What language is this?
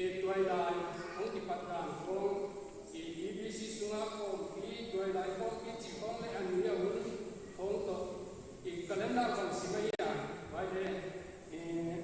Paite Chin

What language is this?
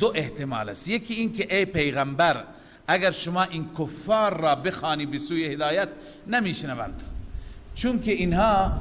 Persian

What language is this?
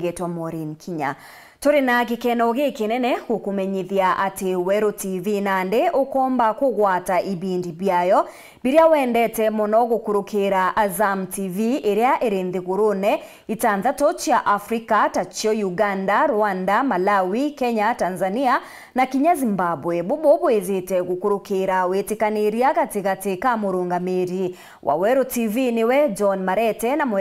Meru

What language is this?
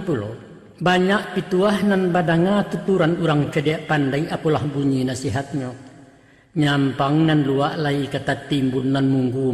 Minangkabau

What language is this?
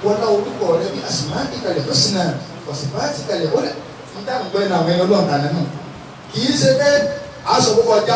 Yoruba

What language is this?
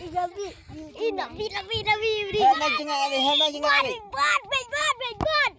Khasi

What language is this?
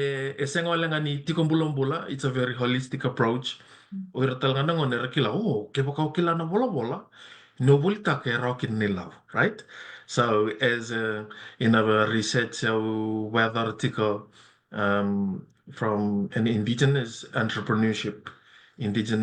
Fijian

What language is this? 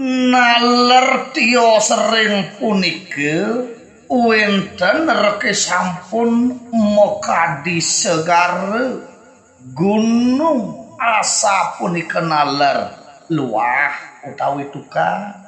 Balinese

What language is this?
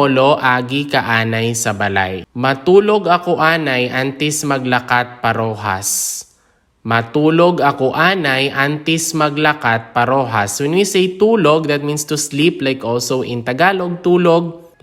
Hiligaynon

